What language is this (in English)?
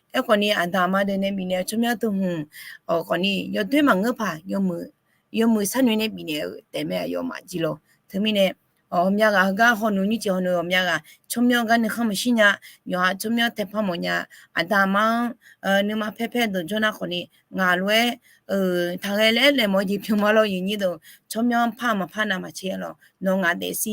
Akha